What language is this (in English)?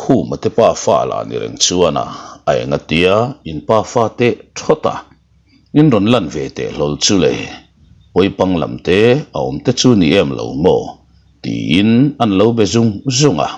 Mizo